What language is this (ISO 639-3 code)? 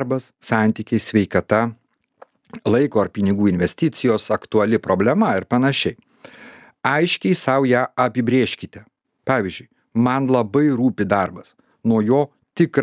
lit